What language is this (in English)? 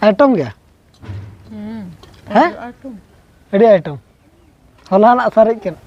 Santali